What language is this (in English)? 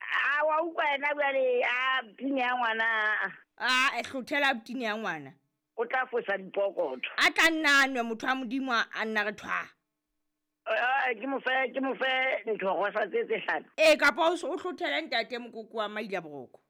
Southern Sotho